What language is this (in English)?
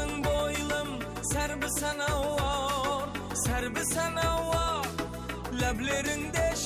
Kara-Kalpak